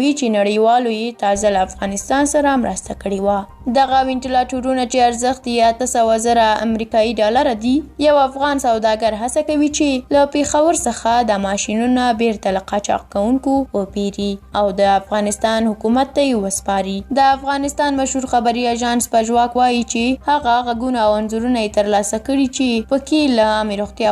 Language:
Pashto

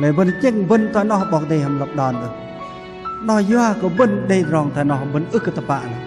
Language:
Bahnar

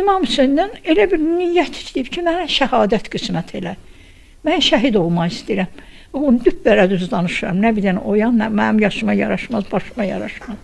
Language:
Azerbaijani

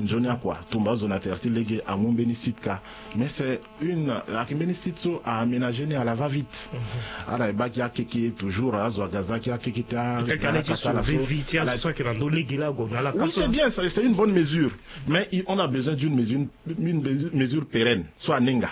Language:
Sango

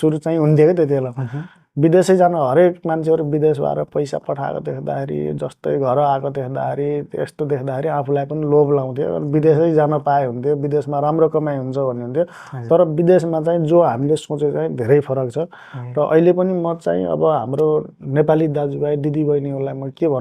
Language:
Nepali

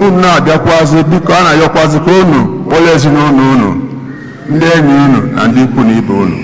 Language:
Igbo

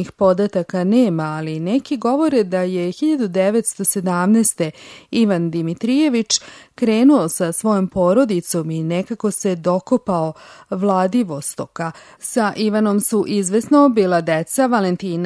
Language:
Serbian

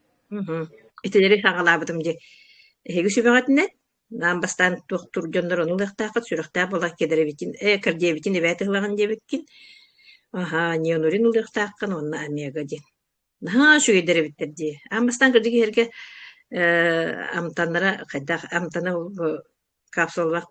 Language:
Yakut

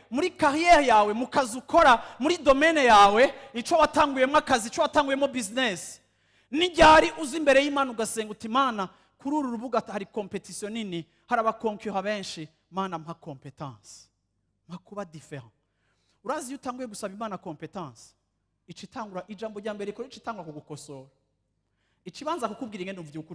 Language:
Rundi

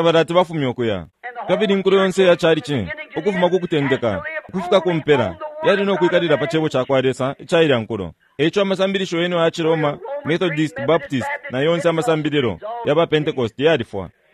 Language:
Bemba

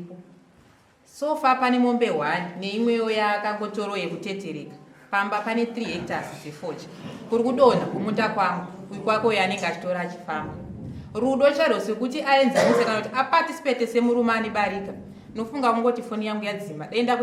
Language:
Shona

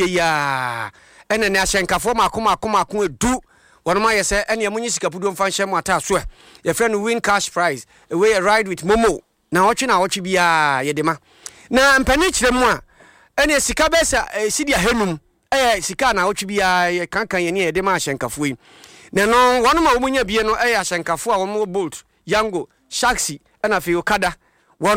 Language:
Akan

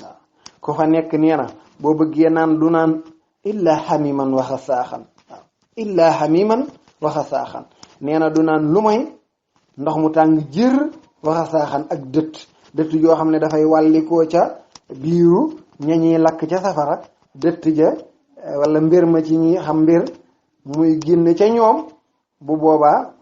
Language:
Wolof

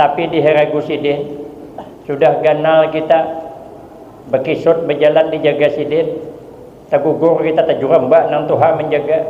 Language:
Banjar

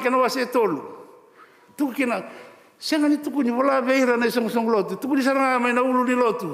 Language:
Fijian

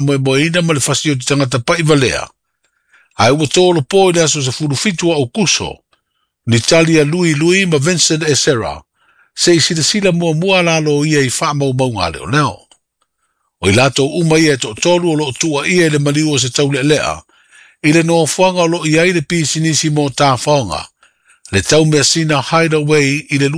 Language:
Samoan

